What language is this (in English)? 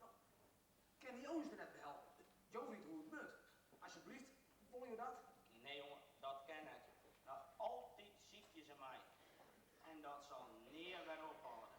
Western Frisian